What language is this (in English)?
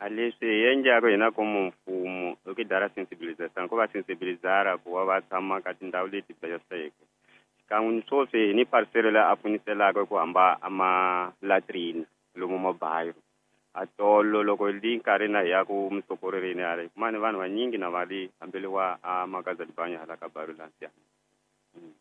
Tsonga